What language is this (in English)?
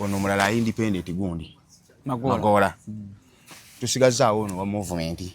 Ganda